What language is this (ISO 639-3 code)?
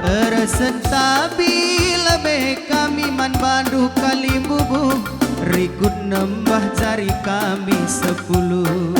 btx